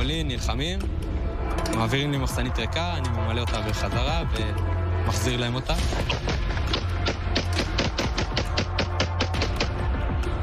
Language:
Hebrew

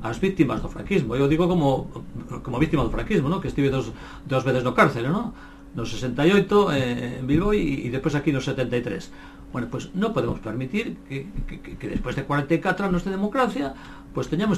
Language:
Galician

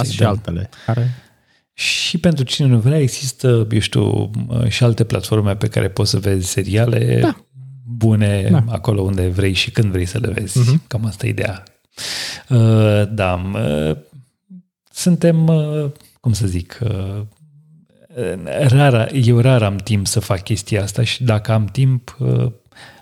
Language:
Romanian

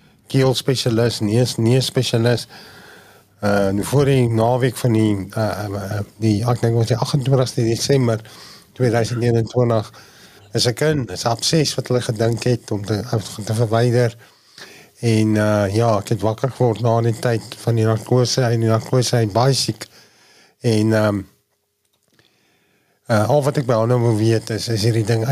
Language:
Afrikaans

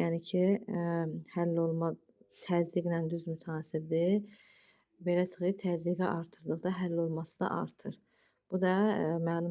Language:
Azerbaijani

